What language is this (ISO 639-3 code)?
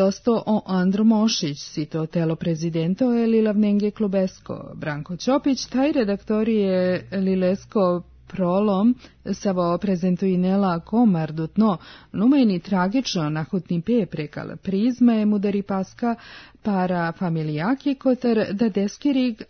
srp